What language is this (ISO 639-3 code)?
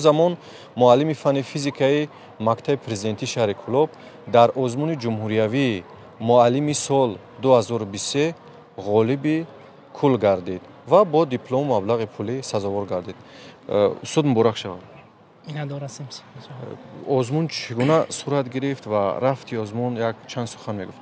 tgk